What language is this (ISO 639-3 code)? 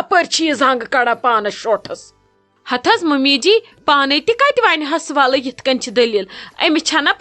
kas